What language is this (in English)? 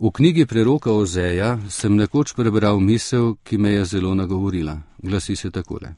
Slovenian